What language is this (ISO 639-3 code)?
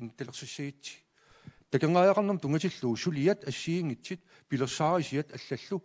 kal